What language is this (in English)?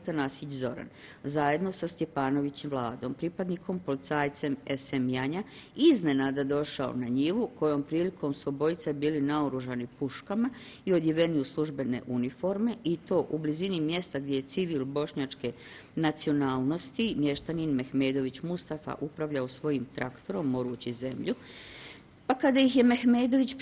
Bosnian